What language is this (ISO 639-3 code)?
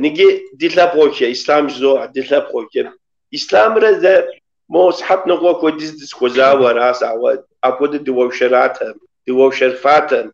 kbd